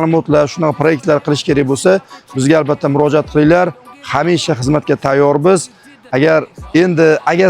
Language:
Uzbek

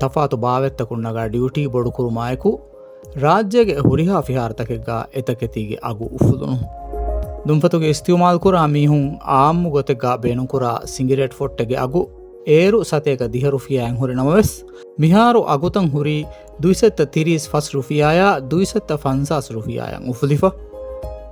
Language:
Divehi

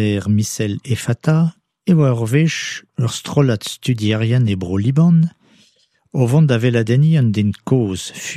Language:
Breton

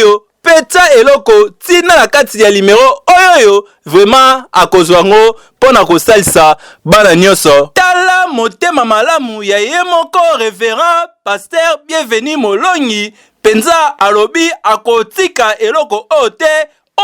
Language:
Lingala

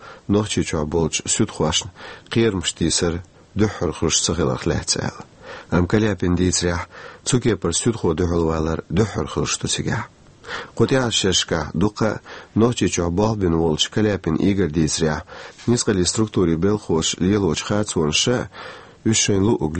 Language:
Chechen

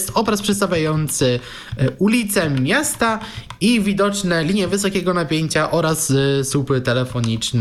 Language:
Polish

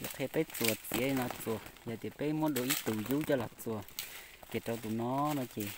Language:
Hmong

